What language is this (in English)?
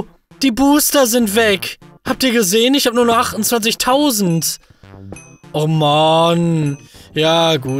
German